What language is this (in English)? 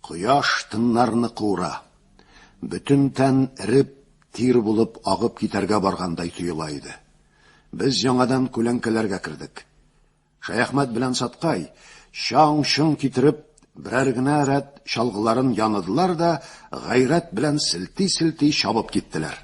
Tatar